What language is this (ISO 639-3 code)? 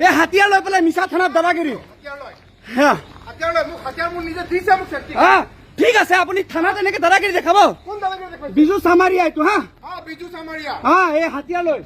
asm